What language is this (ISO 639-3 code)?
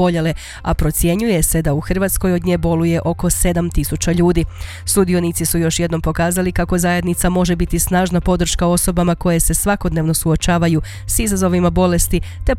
hrv